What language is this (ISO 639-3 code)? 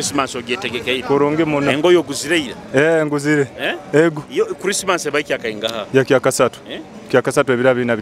nyo